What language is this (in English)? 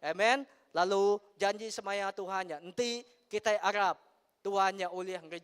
Iban